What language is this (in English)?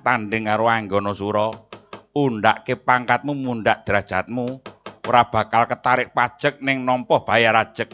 Javanese